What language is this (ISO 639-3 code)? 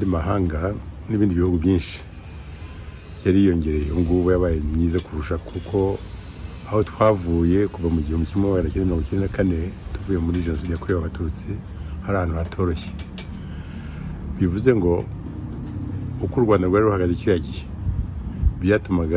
kin